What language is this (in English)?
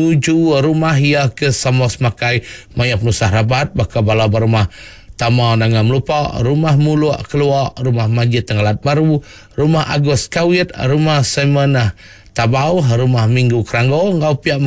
Iban